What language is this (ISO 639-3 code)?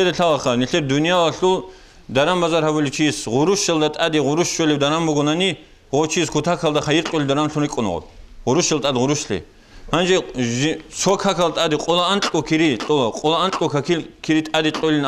ava